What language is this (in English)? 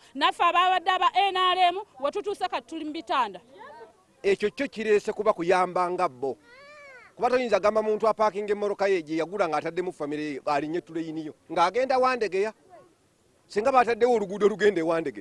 Ganda